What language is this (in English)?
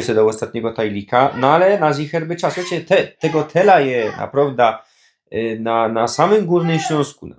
Silesian